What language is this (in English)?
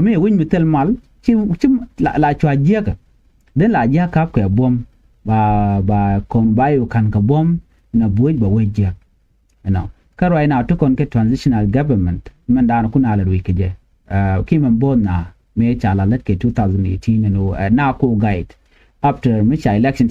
Nuer